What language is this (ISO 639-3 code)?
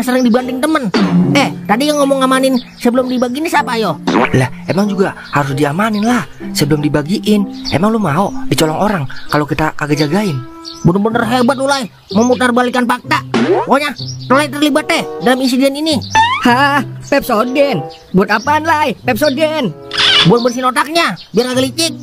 bew